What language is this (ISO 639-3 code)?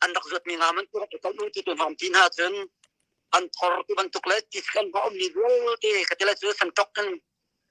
cnh